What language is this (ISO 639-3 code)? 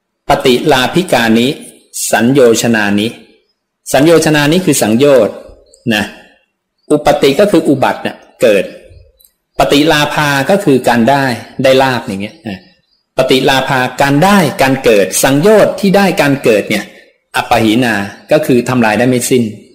tha